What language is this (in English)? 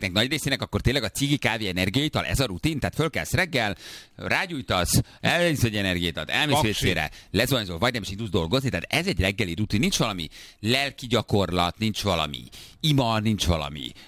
Hungarian